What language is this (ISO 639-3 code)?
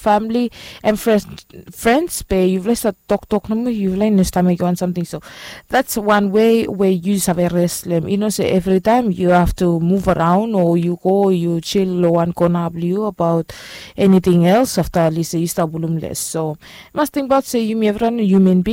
bis